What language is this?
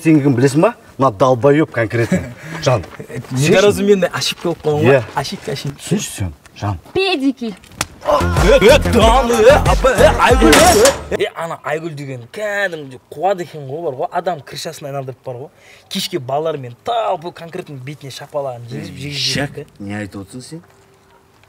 Kazakh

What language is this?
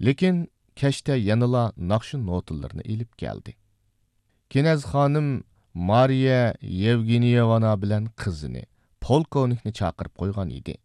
Uyghur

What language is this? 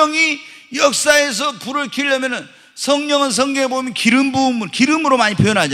Korean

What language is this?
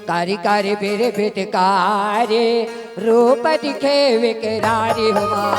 Chhattisgarhi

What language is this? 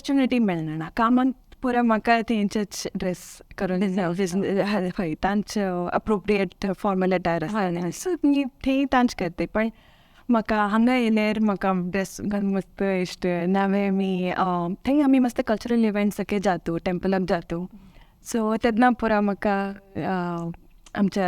Konkani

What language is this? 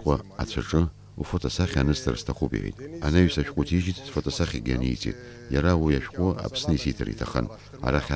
Abkhazian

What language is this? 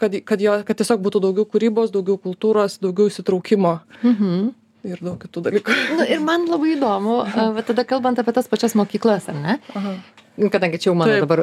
Lithuanian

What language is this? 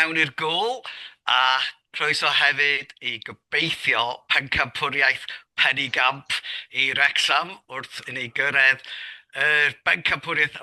Welsh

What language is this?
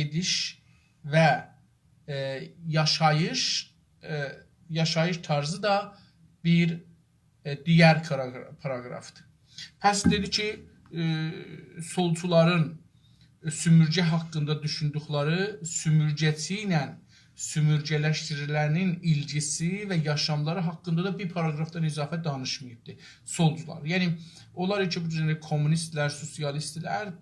South Azerbaijani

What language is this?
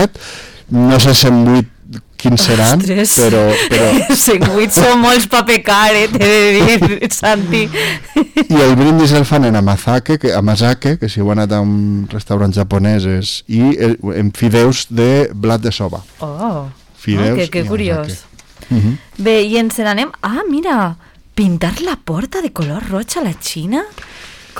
Catalan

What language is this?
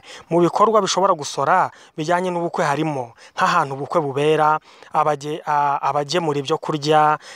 Kinyarwanda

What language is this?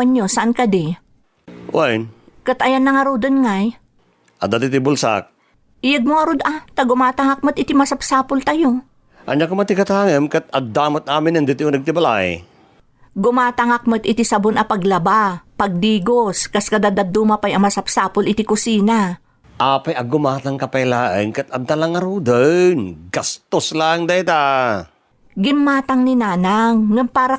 Iloko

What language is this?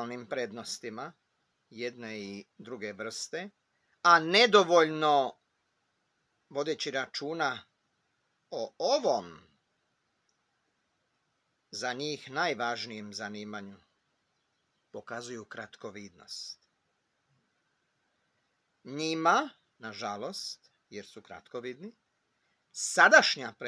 Croatian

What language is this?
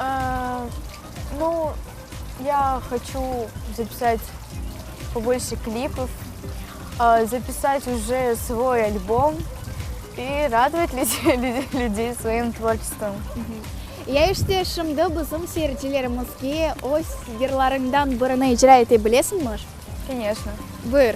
Crimean Tatar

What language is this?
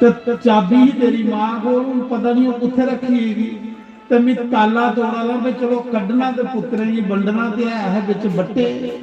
Dogri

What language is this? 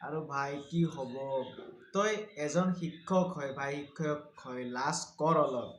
Assamese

